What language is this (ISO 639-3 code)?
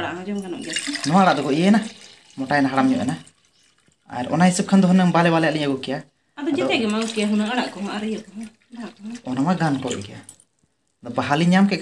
sat